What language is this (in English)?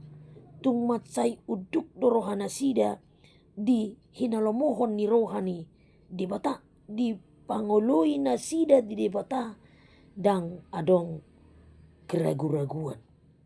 Batak Toba